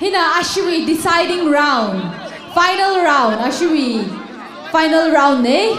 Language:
Tangkhul Naga (India)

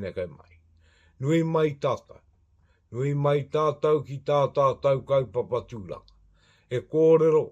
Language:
Māori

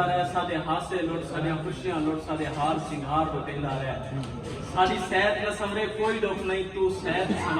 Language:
Saraiki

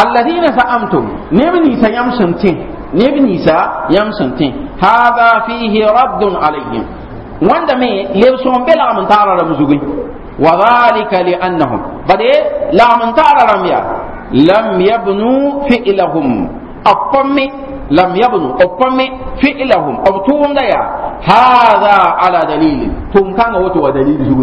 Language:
Mossi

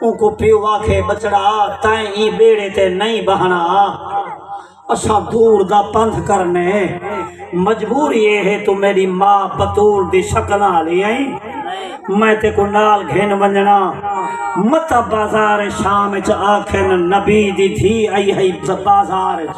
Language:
Saraiki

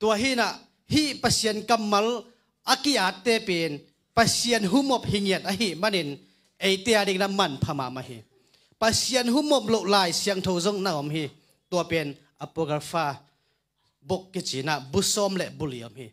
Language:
Tedim Chin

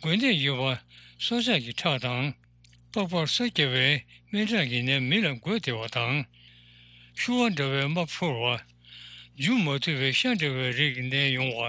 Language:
Tibetan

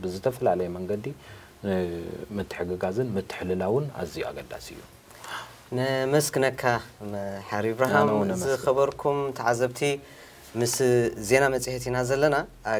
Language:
Tigrinya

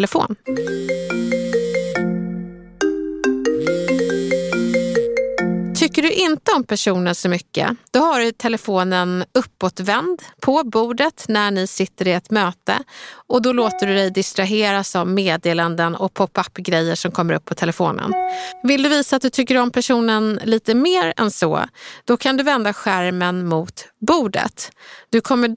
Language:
Swedish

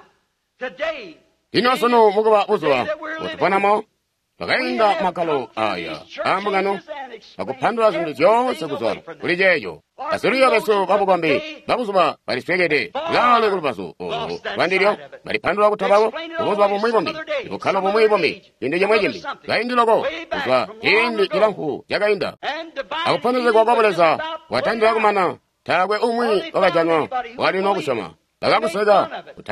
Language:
Tonga (Zambia)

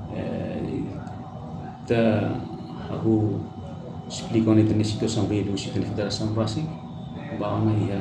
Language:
Tetum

